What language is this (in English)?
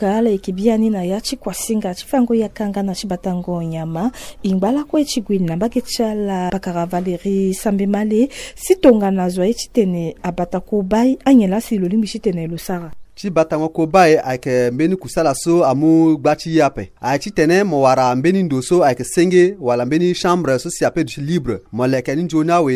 Sango